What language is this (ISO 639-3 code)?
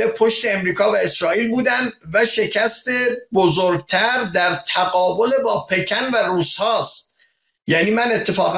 fas